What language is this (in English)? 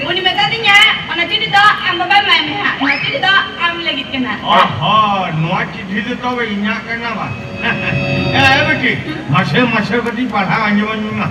Santali